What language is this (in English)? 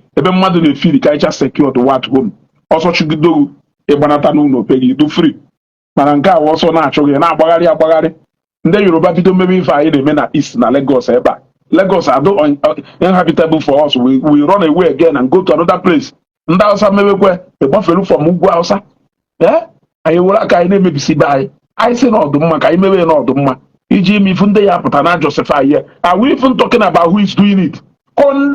Igbo